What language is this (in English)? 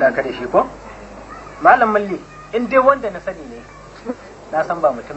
Hausa